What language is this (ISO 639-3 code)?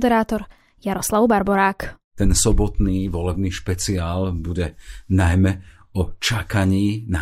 slk